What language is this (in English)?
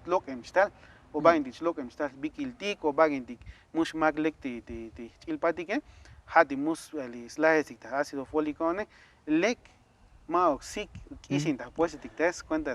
Tzotzil